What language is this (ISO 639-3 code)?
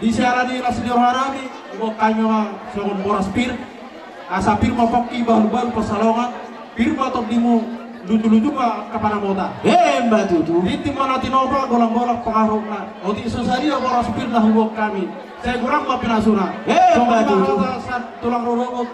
bbc